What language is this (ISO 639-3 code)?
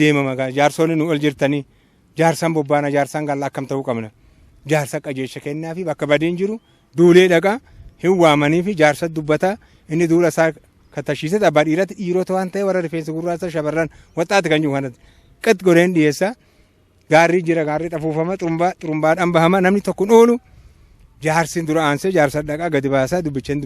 orm